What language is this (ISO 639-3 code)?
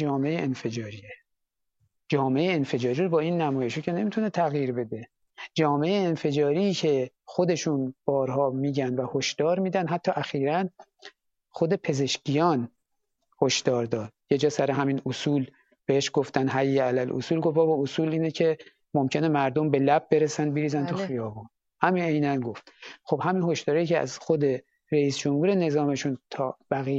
fas